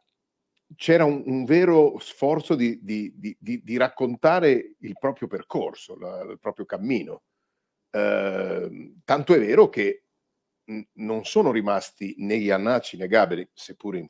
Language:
Italian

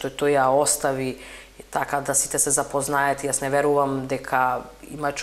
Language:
Macedonian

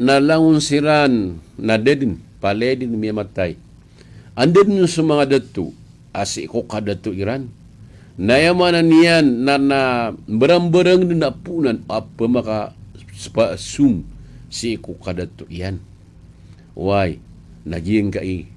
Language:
Maranao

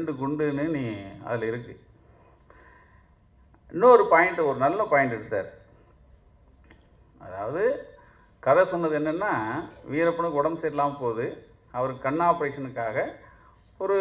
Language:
Tamil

